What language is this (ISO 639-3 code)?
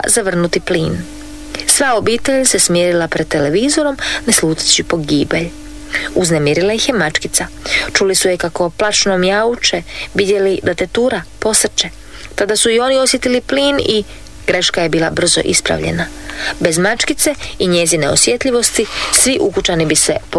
hrv